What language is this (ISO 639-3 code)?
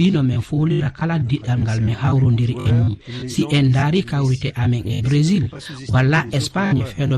ful